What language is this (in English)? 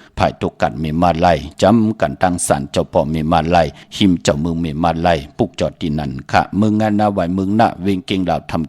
Shan